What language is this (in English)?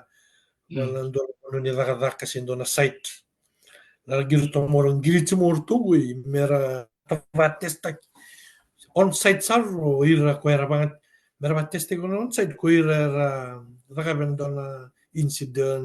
Fijian